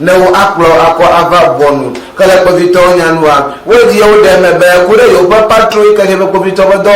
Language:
Ewe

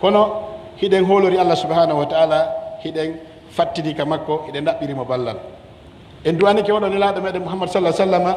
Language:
Pular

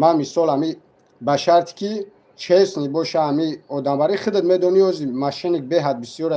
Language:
Tajik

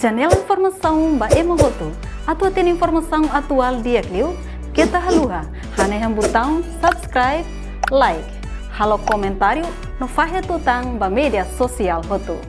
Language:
Tetum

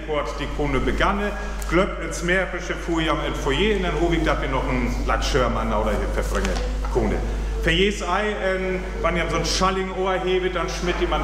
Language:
Northern Frisian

